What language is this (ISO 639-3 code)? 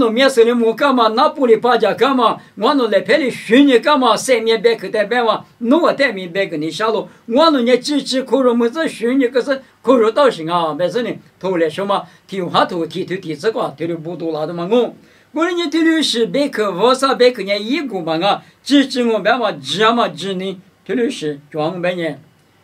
lis